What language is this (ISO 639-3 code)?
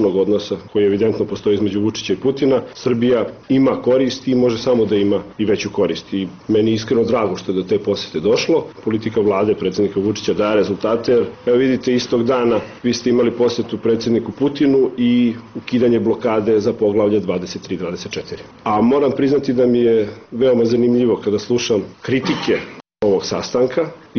srp